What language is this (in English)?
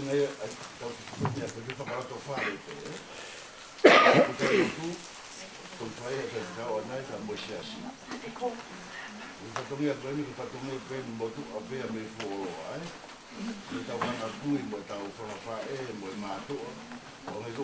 Tongan